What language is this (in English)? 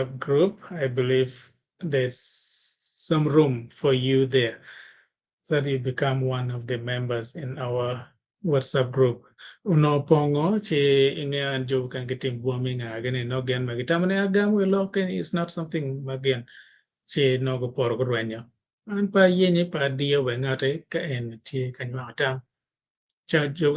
Acoli